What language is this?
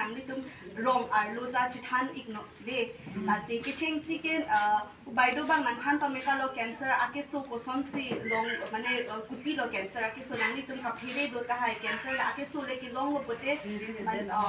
Karbi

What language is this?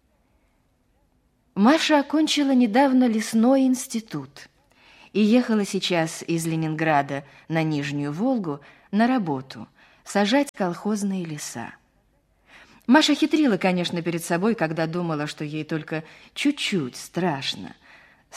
Russian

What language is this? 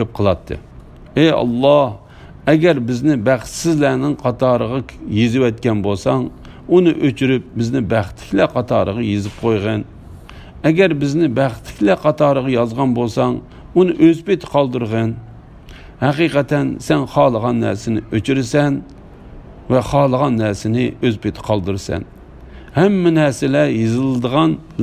Uyghur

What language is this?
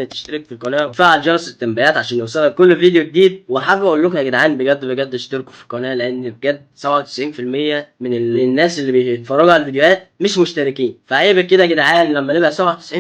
Egyptian Arabic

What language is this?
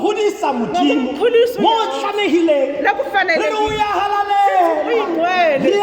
Tswana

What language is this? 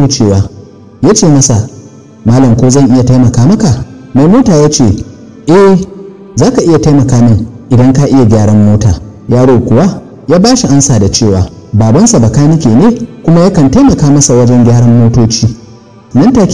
Hausa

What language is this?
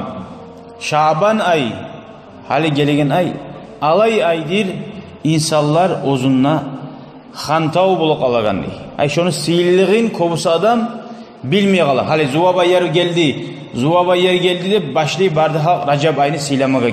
Kumyk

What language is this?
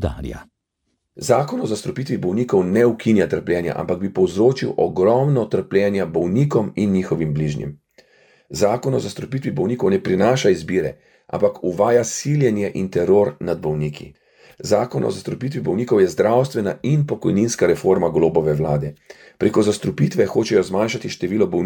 Slovenian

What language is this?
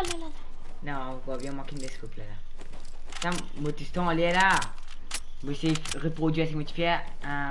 Morisyen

